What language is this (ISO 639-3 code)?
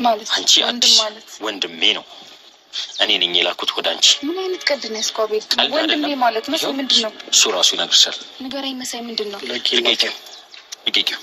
amh